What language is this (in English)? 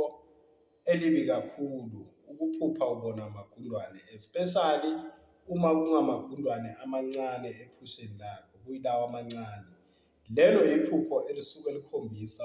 Zulu